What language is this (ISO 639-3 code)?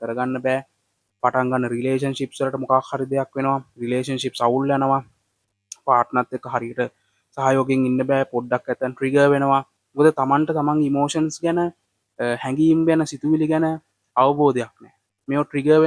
sin